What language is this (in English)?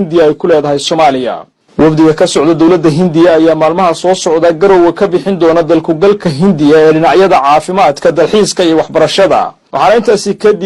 Somali